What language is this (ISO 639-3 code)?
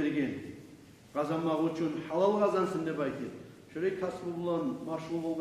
kum